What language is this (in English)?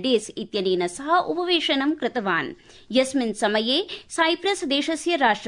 Sanskrit